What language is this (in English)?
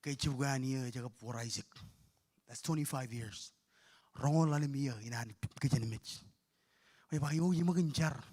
Marshallese